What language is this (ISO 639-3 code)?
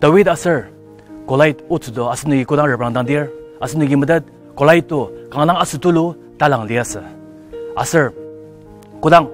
njo